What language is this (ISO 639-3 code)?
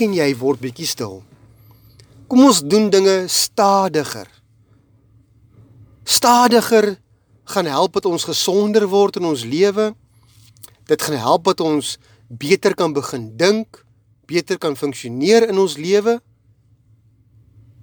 afr